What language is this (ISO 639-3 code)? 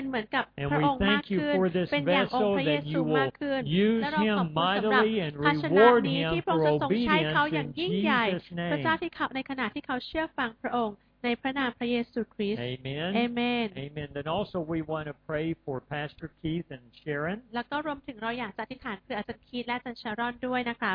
tha